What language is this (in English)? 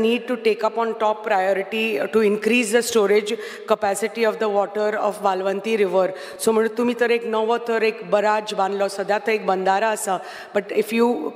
Konkani